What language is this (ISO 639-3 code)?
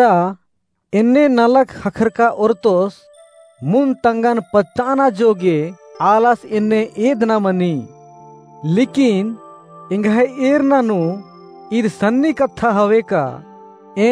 kru